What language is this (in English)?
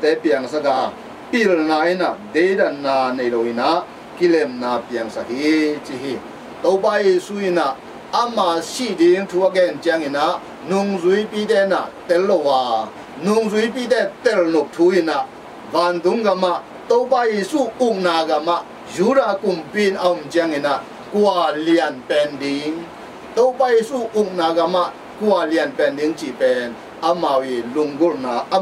Tedim Chin